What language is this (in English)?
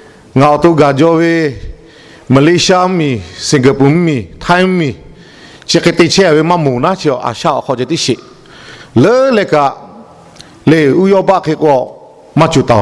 Lahu